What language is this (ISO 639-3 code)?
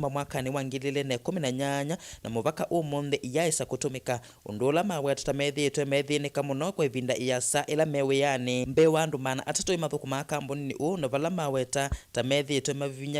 kam